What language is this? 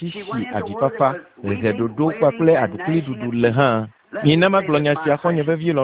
Ewe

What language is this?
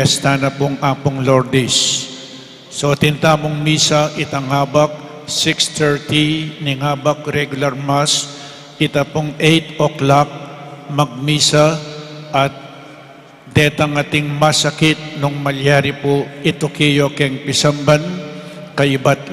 Pampanga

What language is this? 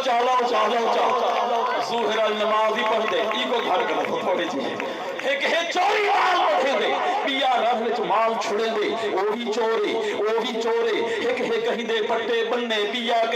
Saraiki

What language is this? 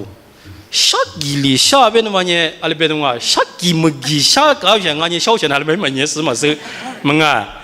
Lisu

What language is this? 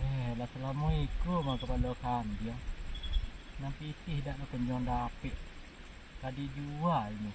Minangkabau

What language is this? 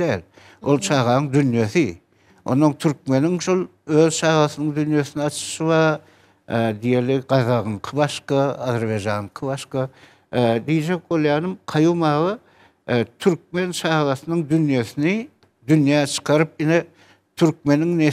Turkmen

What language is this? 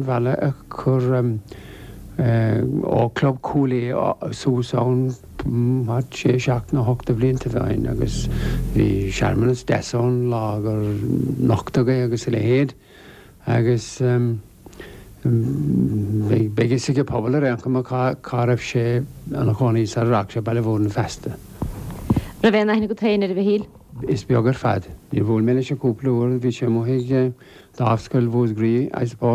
Irish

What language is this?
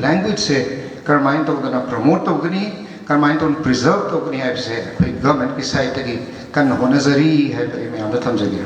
Manipuri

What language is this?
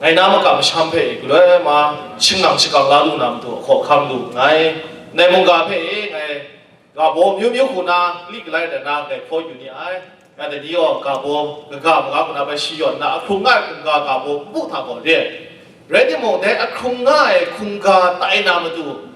Kachin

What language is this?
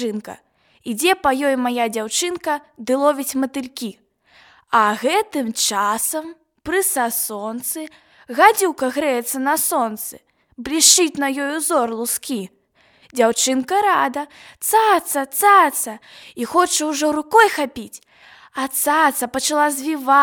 Belarusian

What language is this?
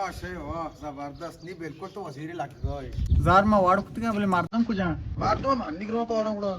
Baluchi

